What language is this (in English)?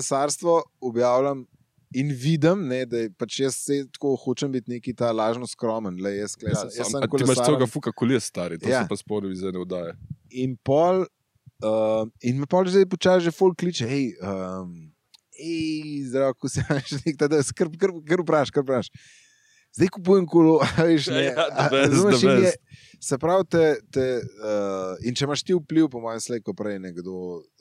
Slovenian